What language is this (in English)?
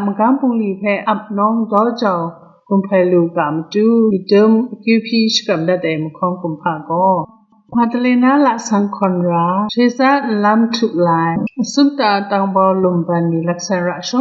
Kachin